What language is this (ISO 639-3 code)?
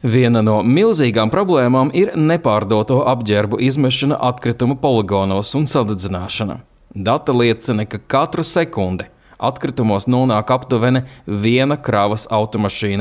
lav